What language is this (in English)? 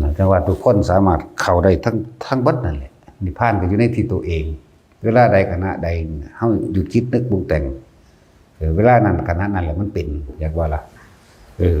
Northeastern Thai